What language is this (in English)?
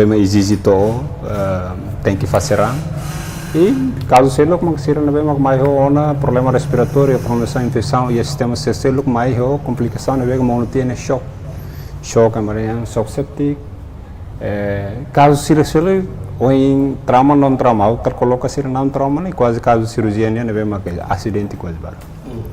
Tetum